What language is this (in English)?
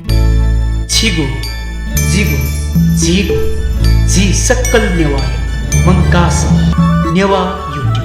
Newari